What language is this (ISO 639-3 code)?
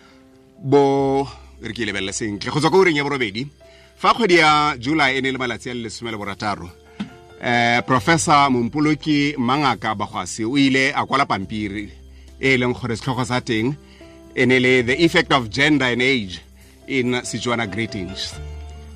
tsn